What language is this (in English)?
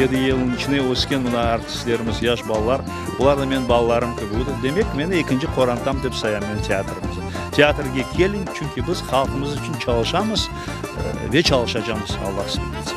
Crimean Tatar